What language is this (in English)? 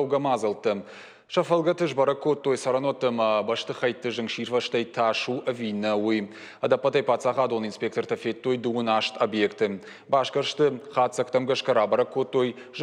Ossetic